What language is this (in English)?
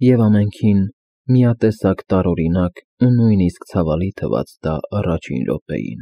Armenian